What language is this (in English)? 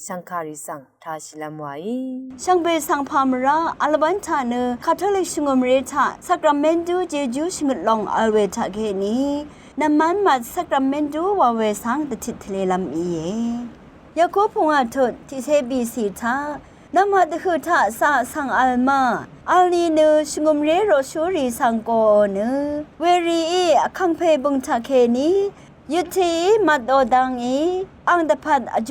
Rawang